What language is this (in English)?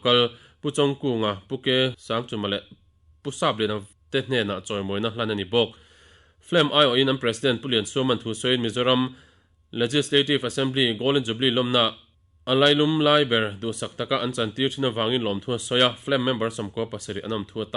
Mizo